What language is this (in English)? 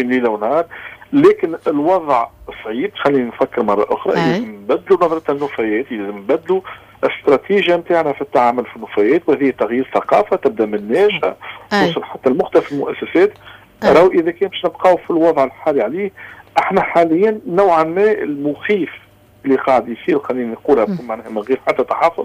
Tunisian Arabic